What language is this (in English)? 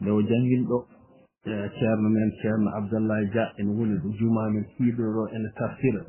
Fula